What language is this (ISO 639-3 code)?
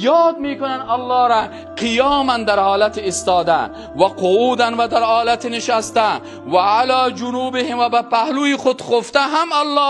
fas